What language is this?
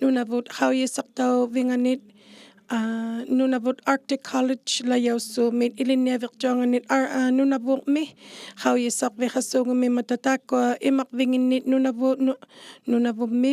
Inuktitut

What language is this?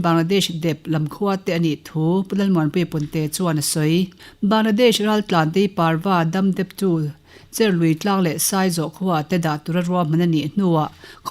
Mizo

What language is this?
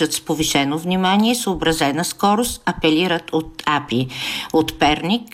Bulgarian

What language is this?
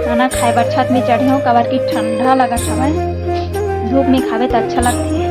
Chhattisgarhi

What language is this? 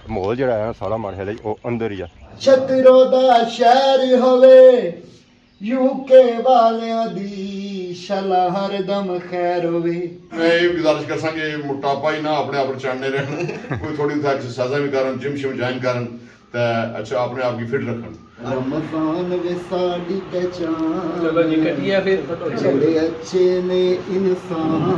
Pahari-Potwari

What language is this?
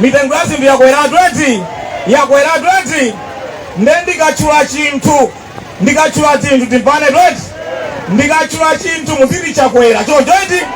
Nyanja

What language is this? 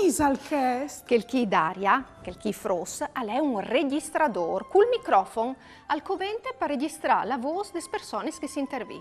Friulian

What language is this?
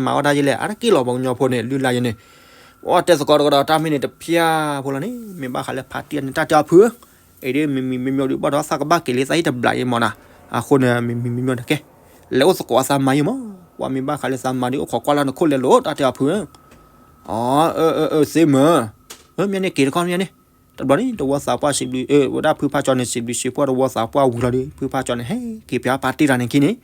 S'gaw Karen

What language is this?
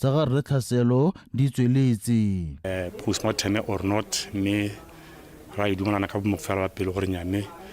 Tswana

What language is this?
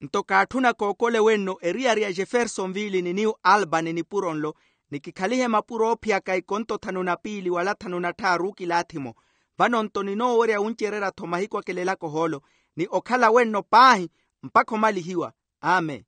Makhuwa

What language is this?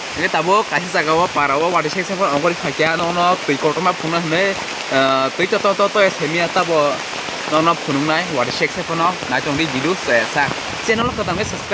Kok Borok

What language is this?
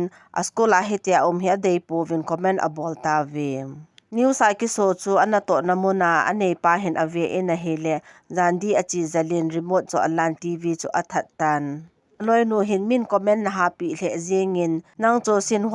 Thado Chin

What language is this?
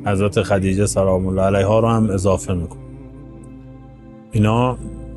Persian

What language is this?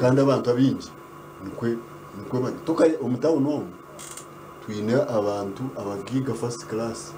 Nyankole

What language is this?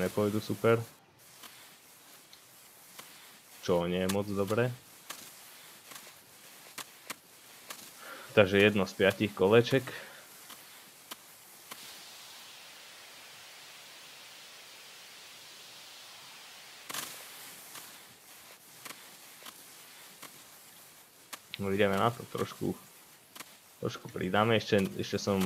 Slovak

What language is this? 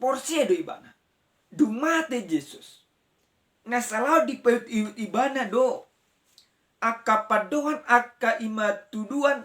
Batak Toba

